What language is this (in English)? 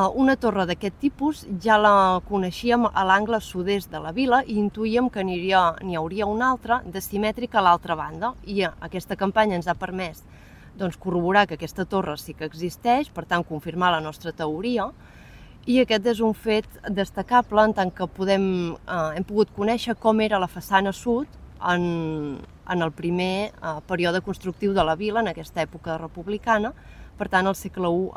Catalan